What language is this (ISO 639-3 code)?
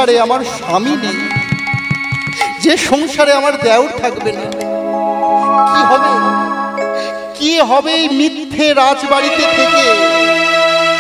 ben